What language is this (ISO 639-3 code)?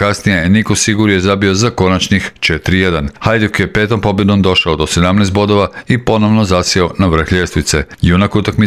hrv